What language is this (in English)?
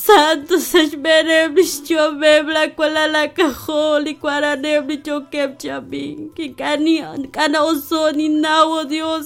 Kekchí